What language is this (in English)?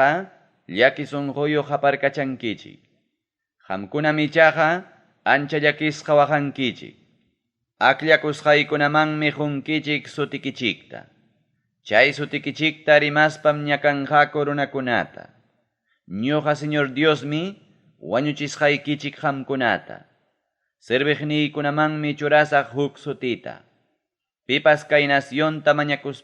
Ayacucho Quechua